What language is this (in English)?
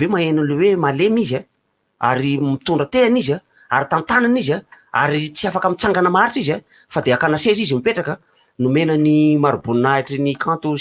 Malagasy